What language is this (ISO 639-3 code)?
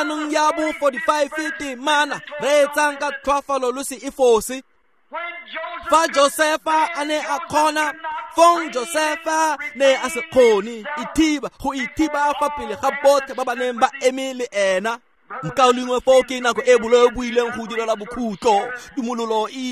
tsn